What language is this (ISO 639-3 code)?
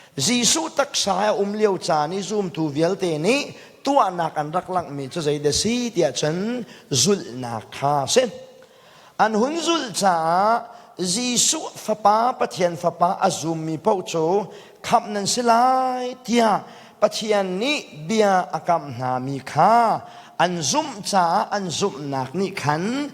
cnh